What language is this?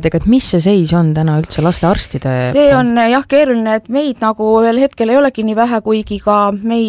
Estonian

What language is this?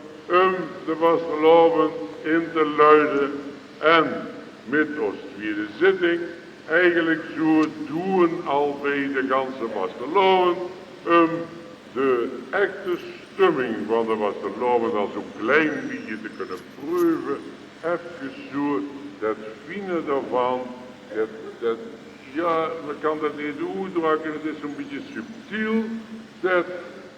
Limburgish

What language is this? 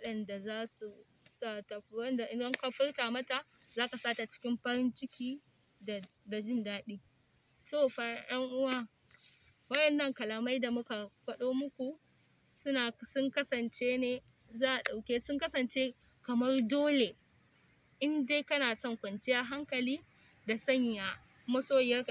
Hausa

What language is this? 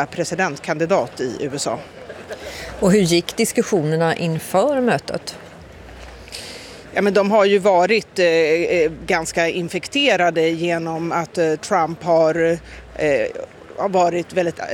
Swedish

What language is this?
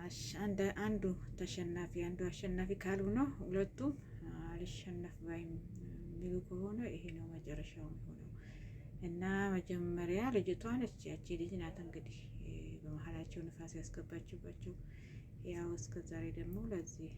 Amharic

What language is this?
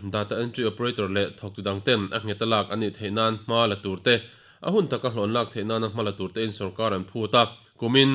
Mizo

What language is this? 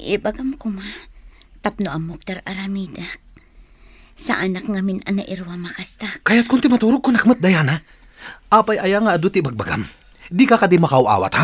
Iloko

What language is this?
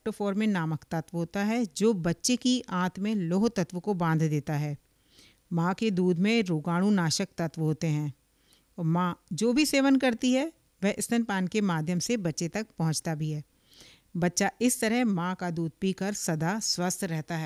Hindi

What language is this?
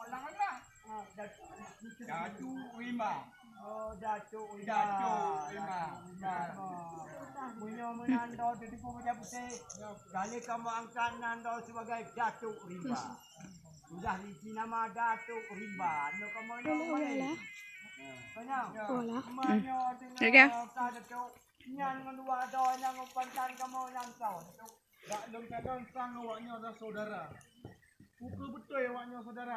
Achinese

